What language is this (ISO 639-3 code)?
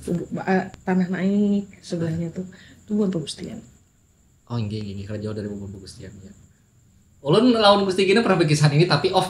bjn